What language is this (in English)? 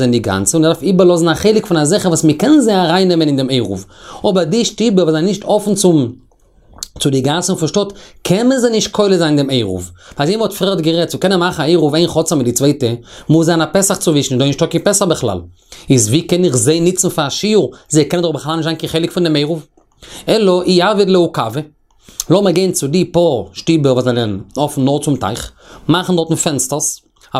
Yiddish